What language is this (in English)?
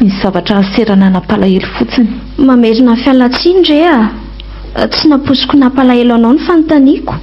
Malagasy